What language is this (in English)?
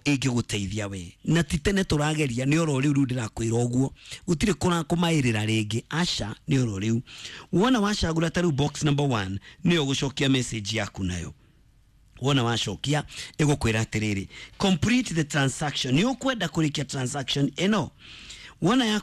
Kikuyu